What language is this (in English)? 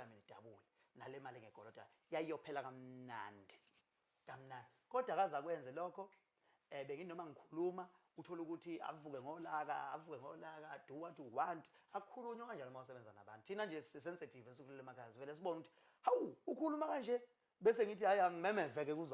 Zulu